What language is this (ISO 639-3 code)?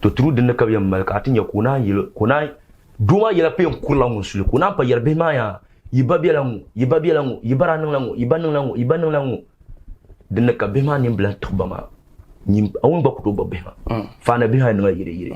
dag